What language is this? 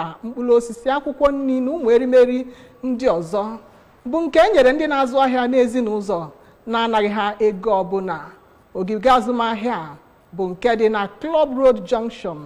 Igbo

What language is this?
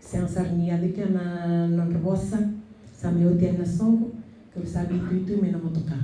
Fijian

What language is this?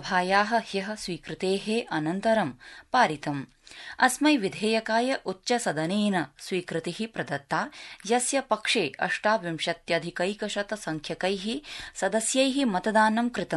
Sanskrit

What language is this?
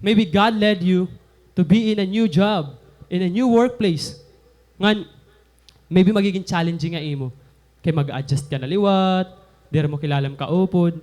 Waray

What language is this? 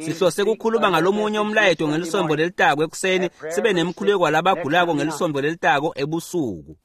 Swati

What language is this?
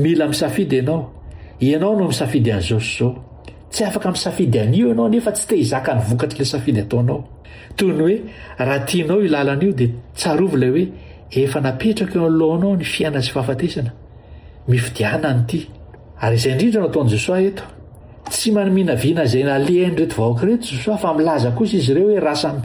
Malagasy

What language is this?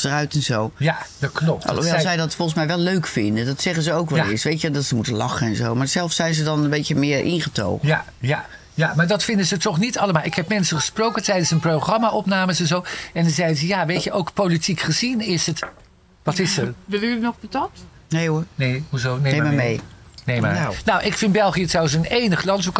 Dutch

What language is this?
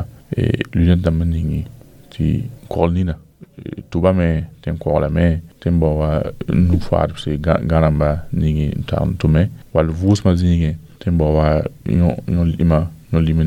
Mossi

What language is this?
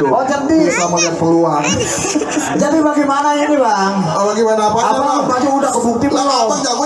Betawi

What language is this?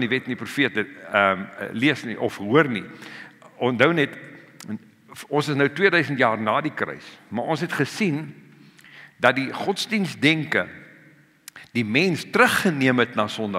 Afrikaans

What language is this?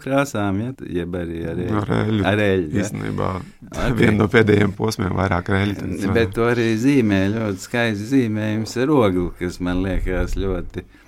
Latvian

